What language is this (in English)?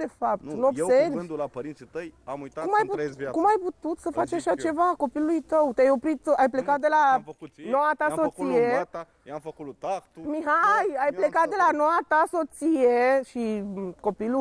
Romanian